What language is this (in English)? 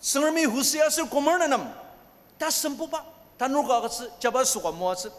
Ao Naga